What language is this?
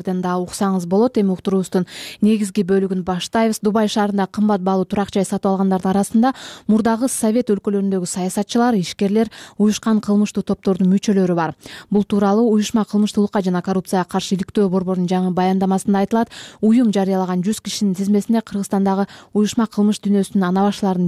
Kyrgyz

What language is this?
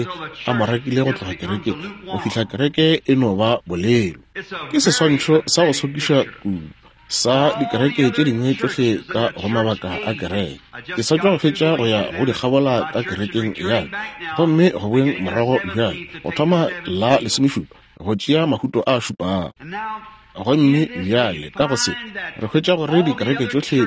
Northern Sotho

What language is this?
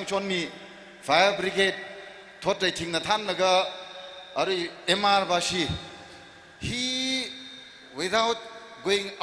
Tangkhul Naga (India)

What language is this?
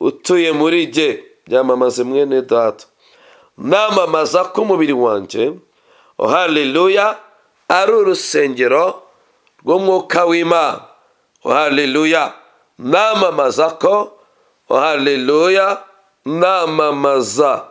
Kinyarwanda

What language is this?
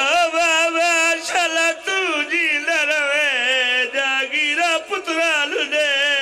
Pahari-Potwari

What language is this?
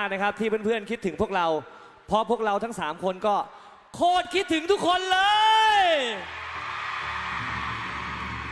Thai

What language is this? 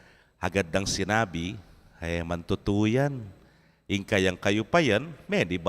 Pampanga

